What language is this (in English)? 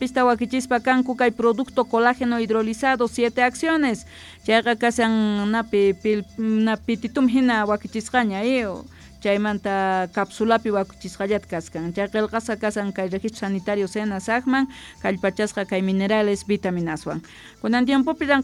South Bolivian Quechua